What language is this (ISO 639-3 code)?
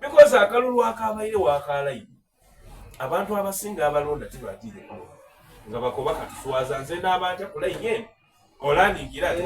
xog